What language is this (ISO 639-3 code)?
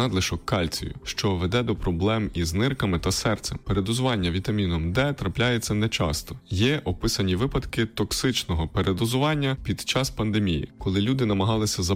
ukr